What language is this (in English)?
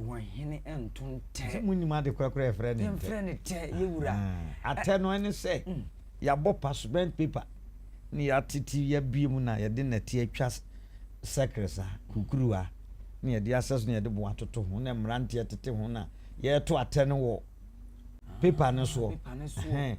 Akan